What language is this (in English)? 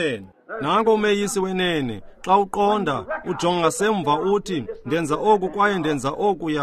Xhosa